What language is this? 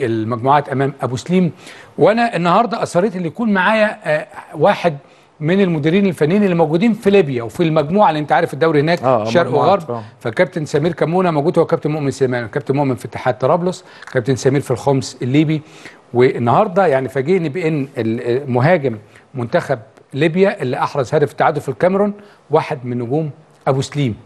Egyptian Arabic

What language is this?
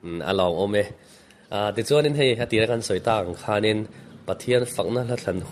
Mizo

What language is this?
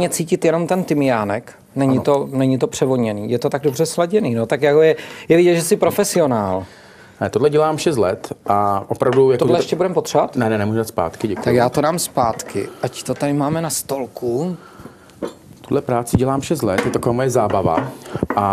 Czech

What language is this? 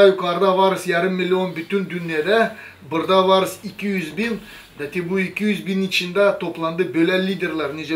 Gagauz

